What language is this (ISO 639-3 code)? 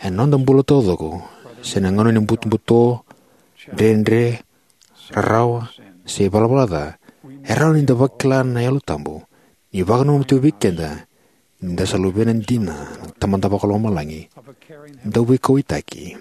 fij